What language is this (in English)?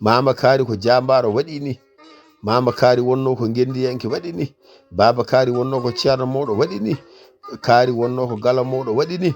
Fula